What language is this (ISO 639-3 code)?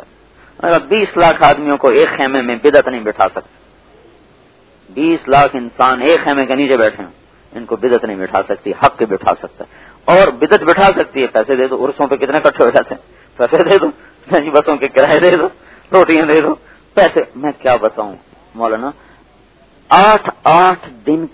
urd